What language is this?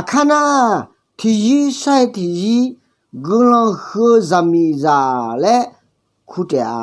Akha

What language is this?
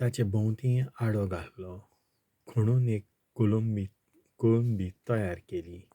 Konkani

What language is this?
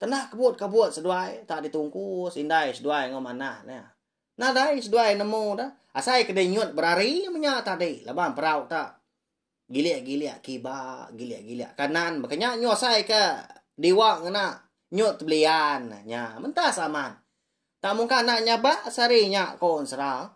Iban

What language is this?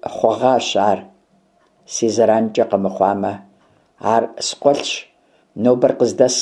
Kabardian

